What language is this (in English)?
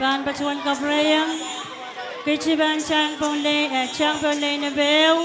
Pohnpeian